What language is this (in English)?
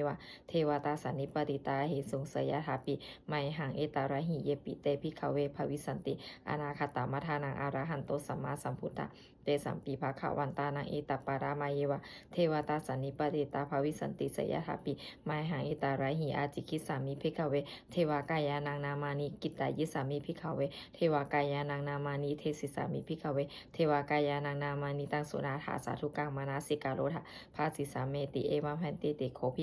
Pali